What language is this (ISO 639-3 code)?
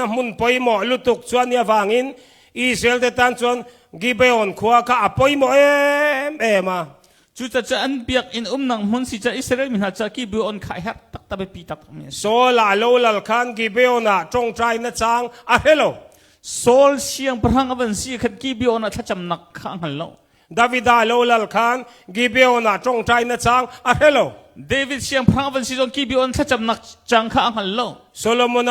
cnh